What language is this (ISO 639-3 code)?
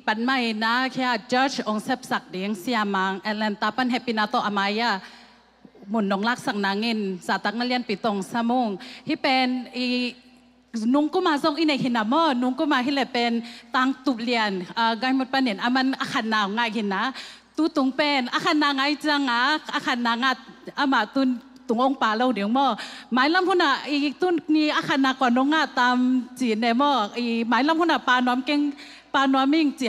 ctd